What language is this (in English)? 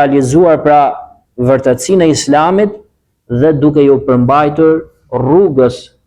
Albanian